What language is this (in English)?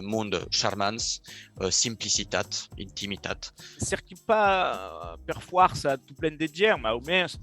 Occitan